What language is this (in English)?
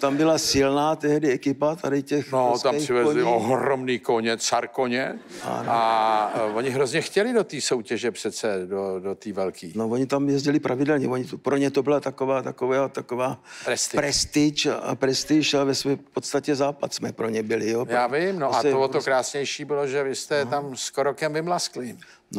Czech